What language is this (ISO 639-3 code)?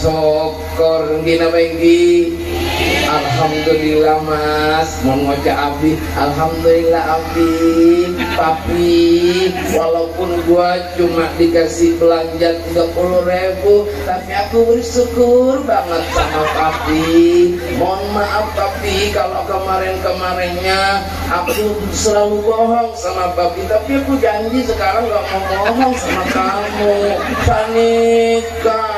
mad